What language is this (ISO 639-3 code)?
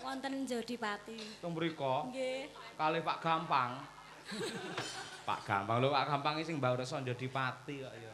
jav